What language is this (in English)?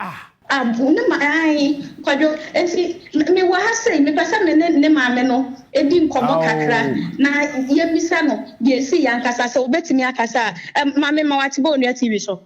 Akan